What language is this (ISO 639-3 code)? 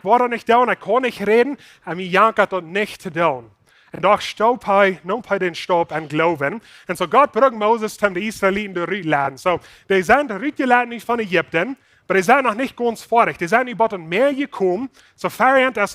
pdt